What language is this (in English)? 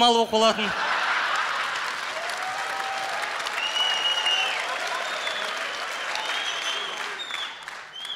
Kazakh